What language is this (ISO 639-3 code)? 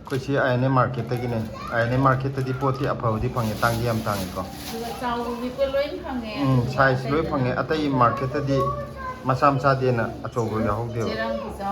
mni